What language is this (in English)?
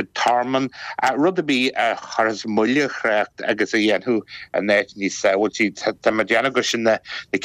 Irish